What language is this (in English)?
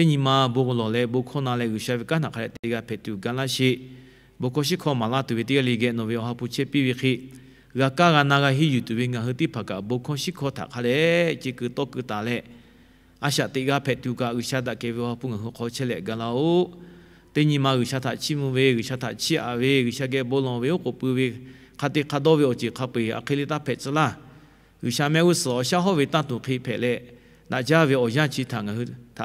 Lahu